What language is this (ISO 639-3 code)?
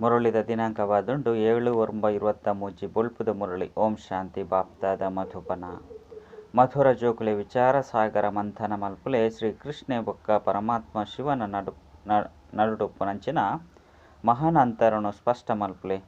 tcy